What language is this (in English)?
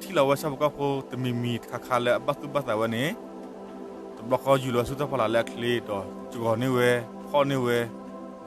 S'gaw Karen